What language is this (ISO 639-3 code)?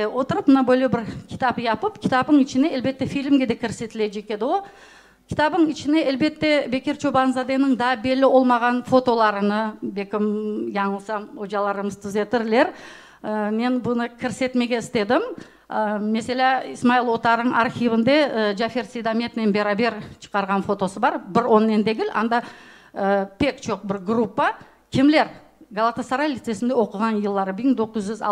crh